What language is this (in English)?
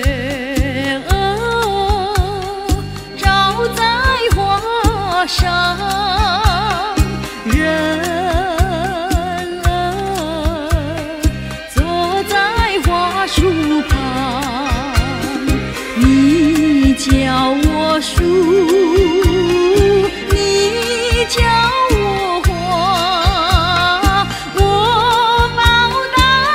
Chinese